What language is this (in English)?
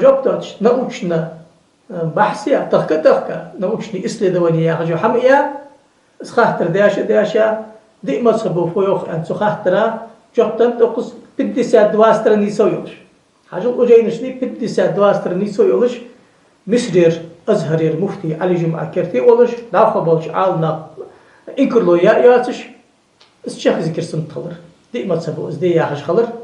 Ingush